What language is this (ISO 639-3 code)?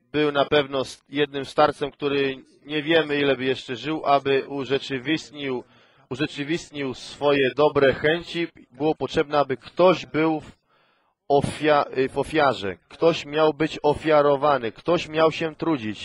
pol